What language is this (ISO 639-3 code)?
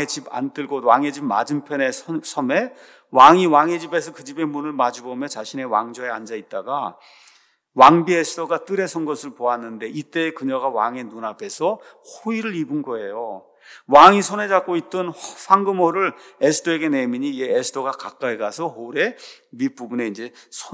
kor